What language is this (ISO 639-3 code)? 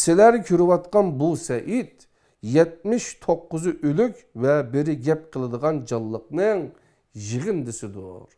uig